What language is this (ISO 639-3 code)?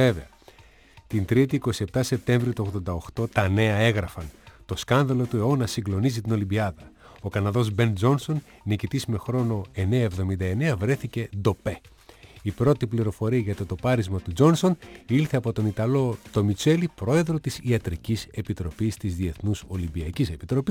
ell